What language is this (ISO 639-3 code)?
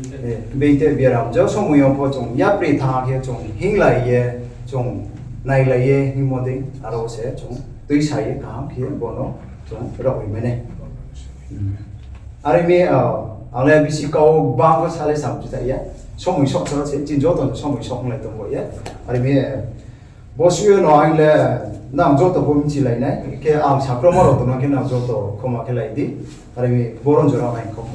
ria